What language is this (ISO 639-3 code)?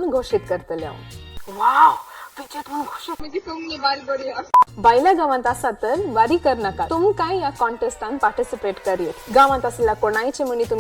kok